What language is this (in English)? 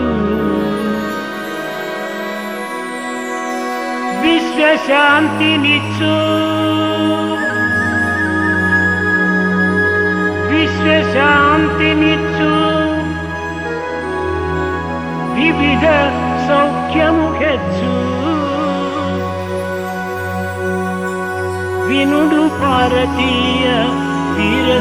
Telugu